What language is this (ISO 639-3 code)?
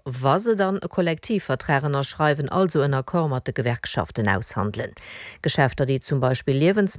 ltz